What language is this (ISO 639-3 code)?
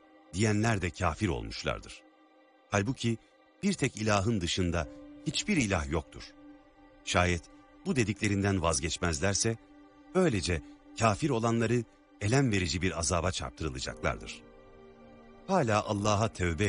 tur